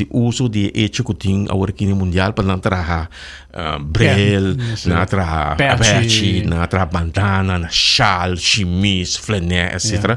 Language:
Papiamento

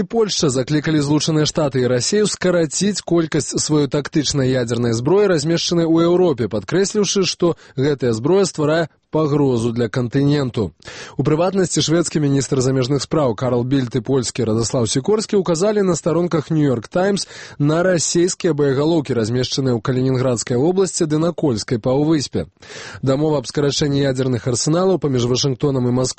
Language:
Belarusian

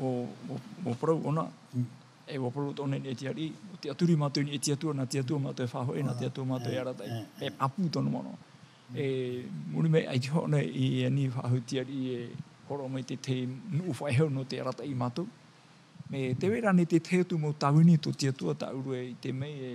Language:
Tahitian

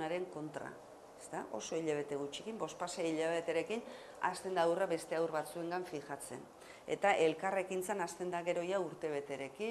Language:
Basque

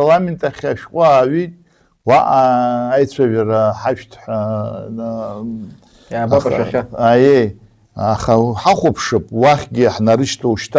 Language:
Abkhazian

